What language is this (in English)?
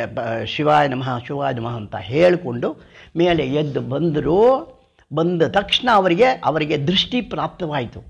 Kannada